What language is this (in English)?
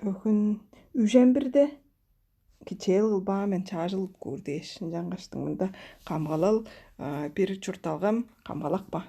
Tuvinian